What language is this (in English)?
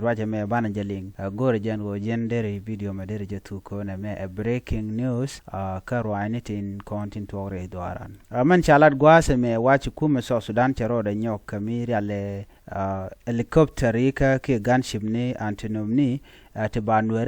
Nuer